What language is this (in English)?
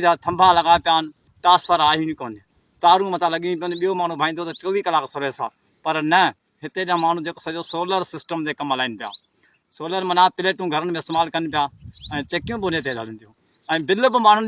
Sindhi